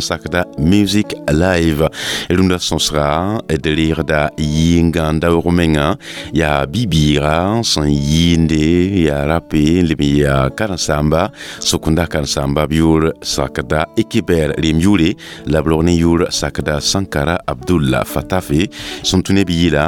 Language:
Mossi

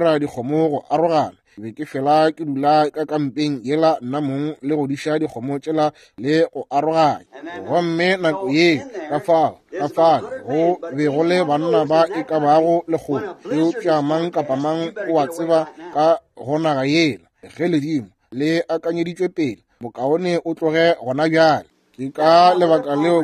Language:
Northern Sotho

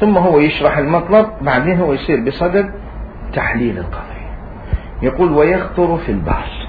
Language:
Mesopotamian Arabic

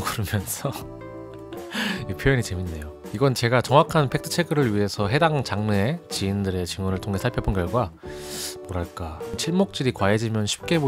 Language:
Korean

